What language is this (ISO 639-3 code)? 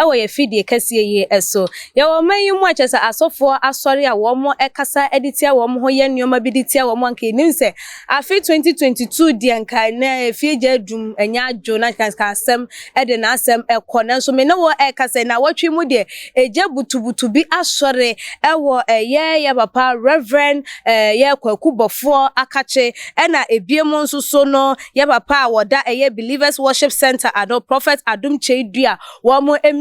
aka